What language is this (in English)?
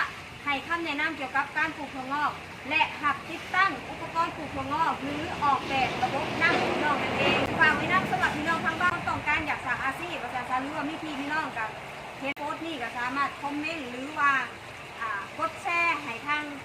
Northeastern Thai